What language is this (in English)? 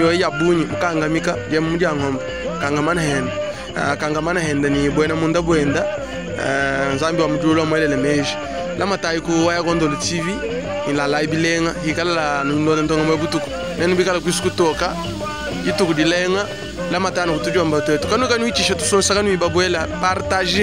Luba-Lulua